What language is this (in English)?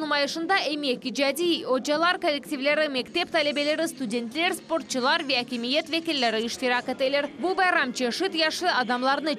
Crimean Tatar